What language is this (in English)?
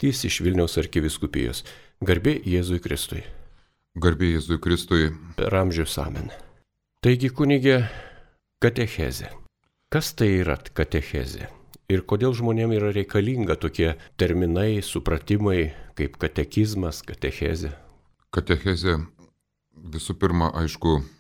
Lithuanian